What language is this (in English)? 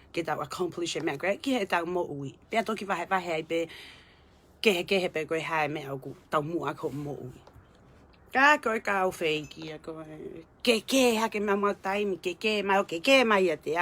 Tongan